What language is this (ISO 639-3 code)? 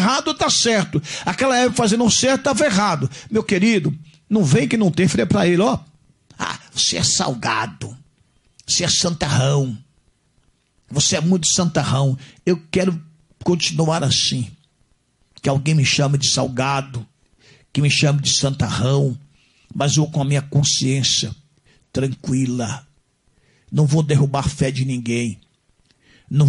por